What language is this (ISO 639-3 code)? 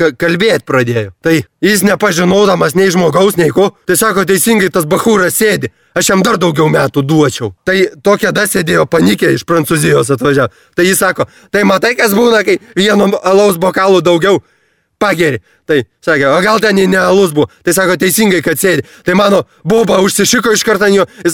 lit